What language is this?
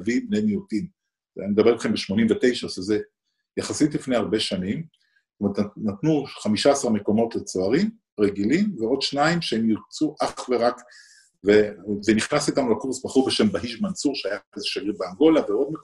Hebrew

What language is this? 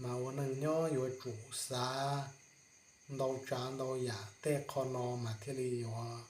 Hmong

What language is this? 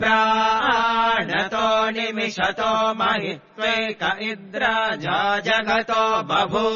Sanskrit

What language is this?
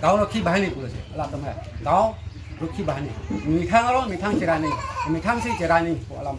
Karbi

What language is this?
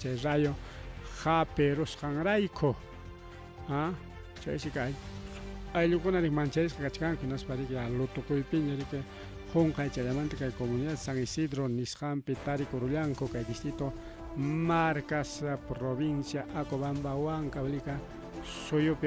Ayacucho Quechua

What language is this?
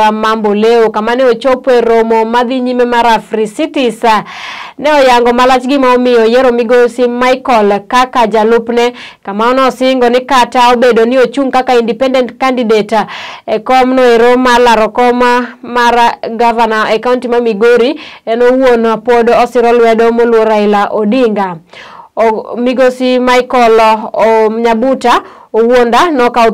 Luo (Kenya and Tanzania)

